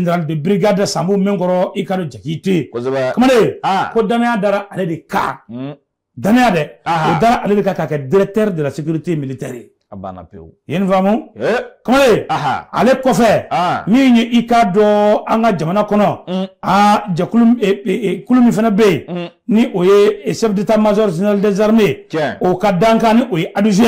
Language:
Bambara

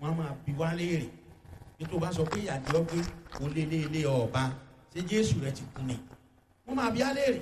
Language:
Yoruba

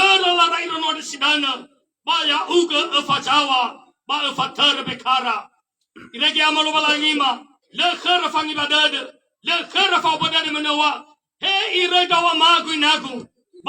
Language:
Nias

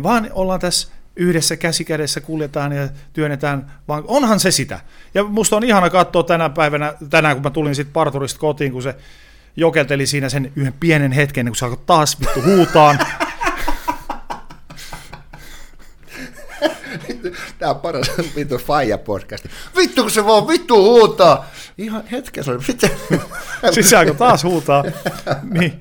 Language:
Finnish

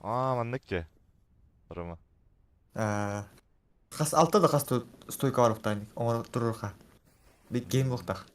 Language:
Yakut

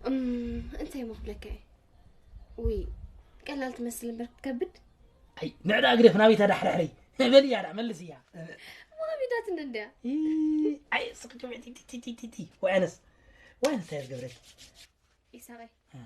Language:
Tigrinya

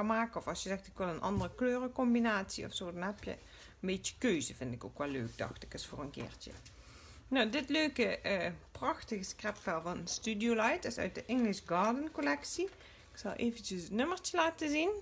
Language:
Dutch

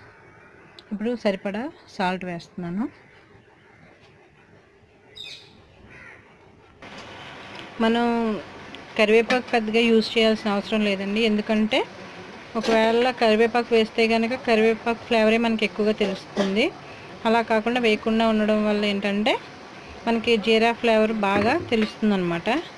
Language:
Telugu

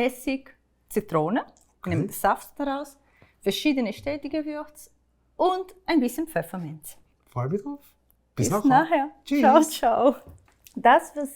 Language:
Swiss German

